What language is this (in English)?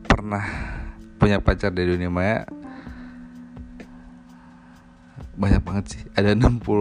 Indonesian